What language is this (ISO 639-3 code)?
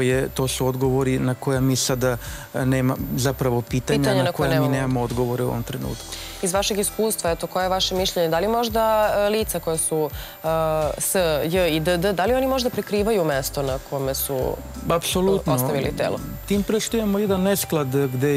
srp